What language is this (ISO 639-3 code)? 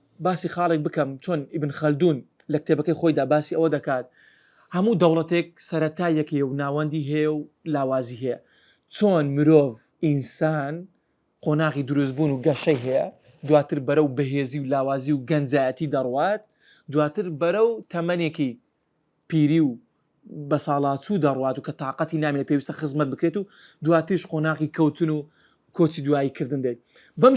ckb